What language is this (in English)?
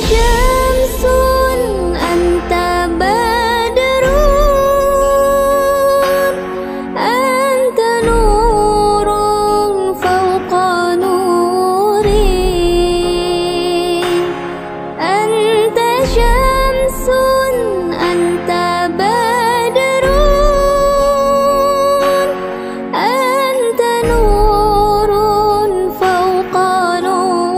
Arabic